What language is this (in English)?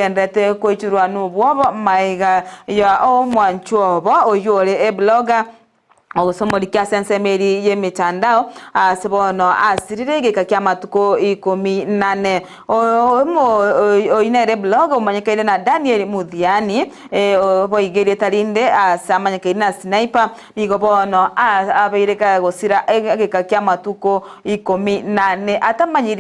Gusii